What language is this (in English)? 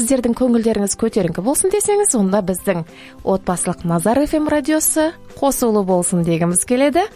Kazakh